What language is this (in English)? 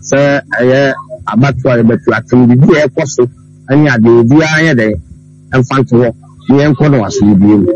Akan